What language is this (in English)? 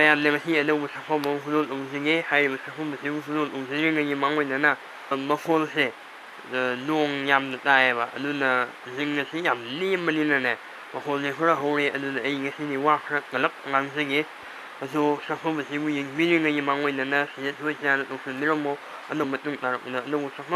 Manipuri